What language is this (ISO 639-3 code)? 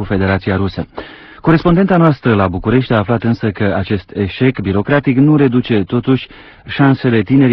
ron